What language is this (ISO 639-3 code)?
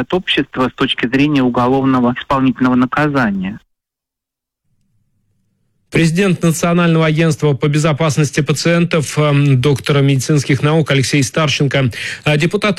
rus